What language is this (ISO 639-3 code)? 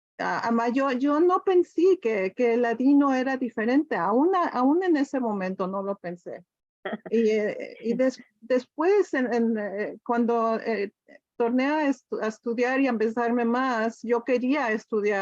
lad